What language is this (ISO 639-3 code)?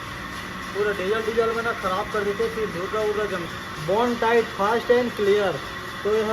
hne